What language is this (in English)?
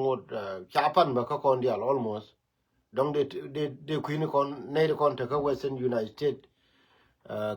Nuer